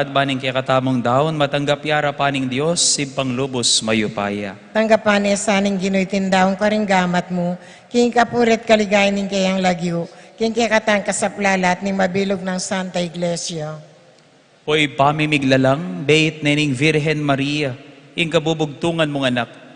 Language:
Pampanga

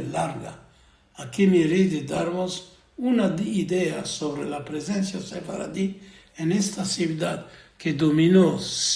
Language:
Ladino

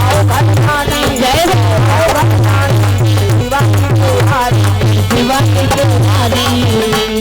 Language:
Chhattisgarhi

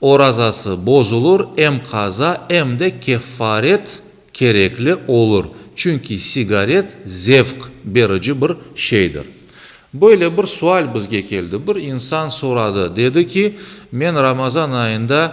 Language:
Crimean Tatar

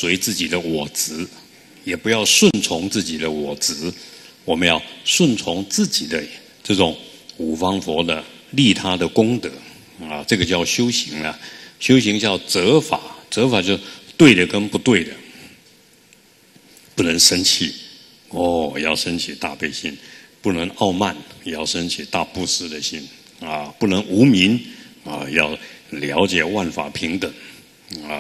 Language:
Chinese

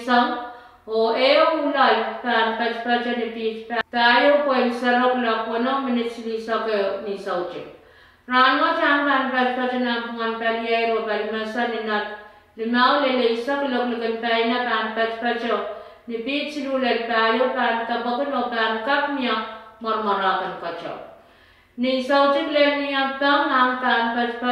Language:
Pohnpeian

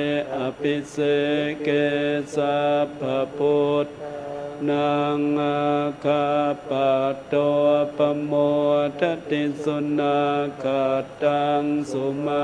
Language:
Pali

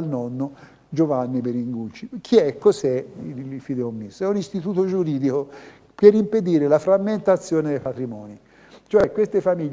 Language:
Italian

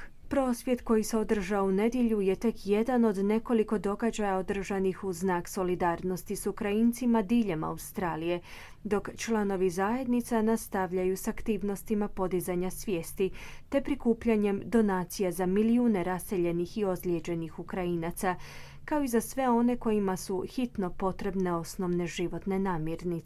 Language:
Croatian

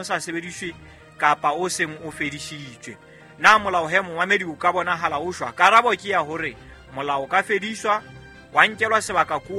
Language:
Southern Sotho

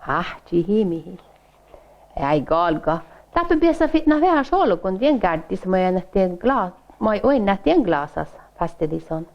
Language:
Northern Sami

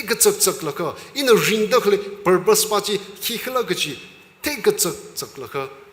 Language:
Tangkhul Naga (India)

